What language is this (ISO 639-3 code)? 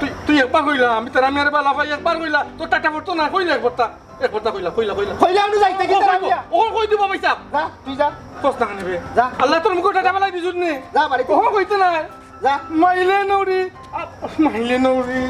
syl